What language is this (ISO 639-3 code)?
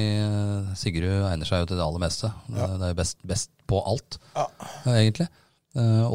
nor